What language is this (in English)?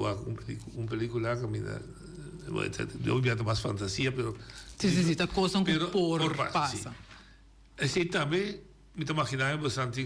Papiamento